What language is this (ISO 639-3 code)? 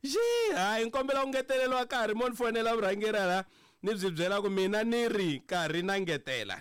tso